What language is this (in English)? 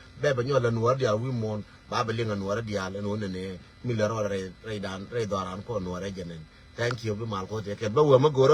Nuer